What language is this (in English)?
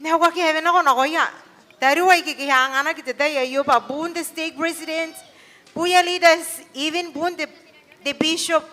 Gilbertese